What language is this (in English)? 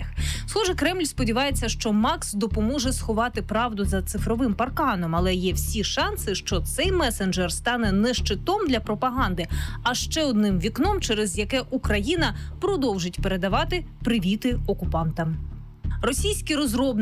Ukrainian